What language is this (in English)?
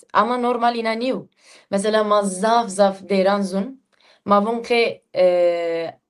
Zaza